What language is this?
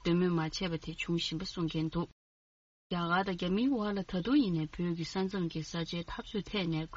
Tibetan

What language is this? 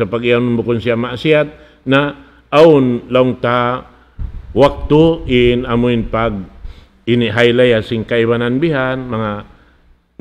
Tausug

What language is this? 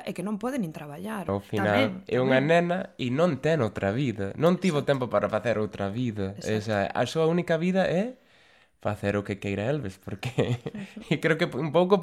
Galician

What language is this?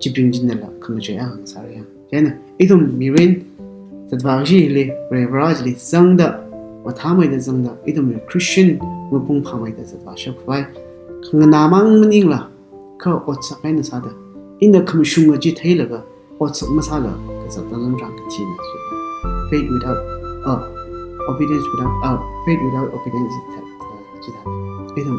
Tangkhul Naga (India)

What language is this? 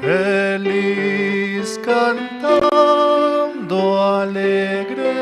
South Bolivian Quechua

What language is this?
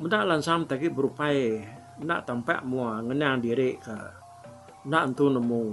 Iban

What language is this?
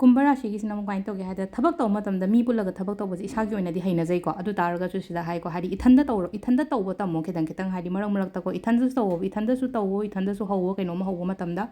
Manipuri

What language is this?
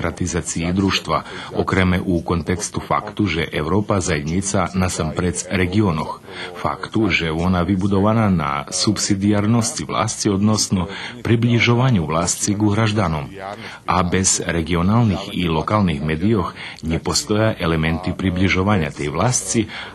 Rusyn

